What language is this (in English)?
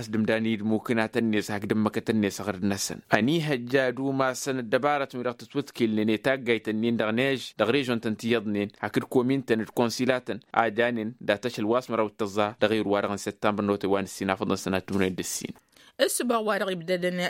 Tamasheq